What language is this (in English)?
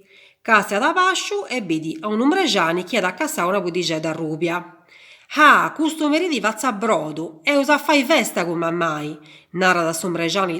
Sardinian